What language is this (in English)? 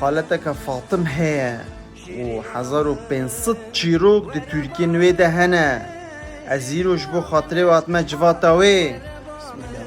Kurdish